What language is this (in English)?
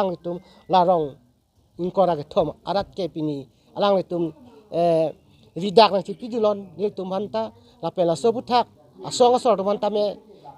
Karbi